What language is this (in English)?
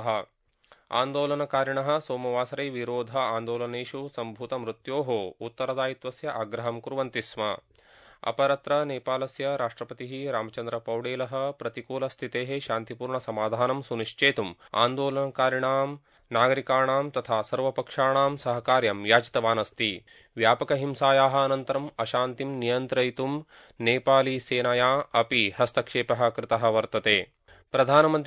Sanskrit